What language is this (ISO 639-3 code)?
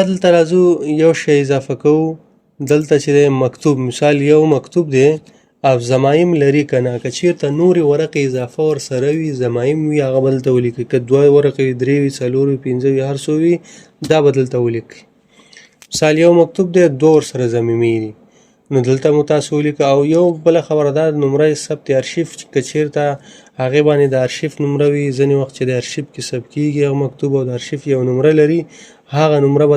pus